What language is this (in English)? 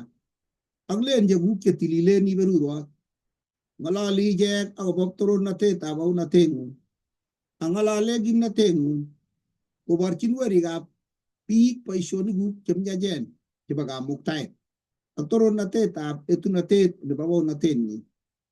Kalenjin